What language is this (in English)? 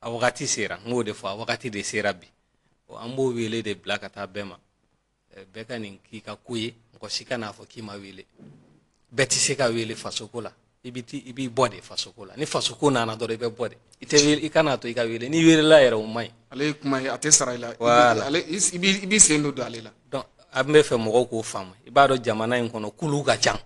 Bambara